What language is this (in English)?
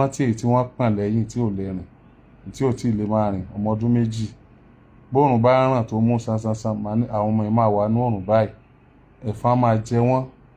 Yoruba